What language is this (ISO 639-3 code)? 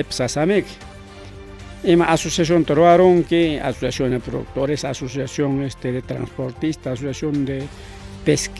quy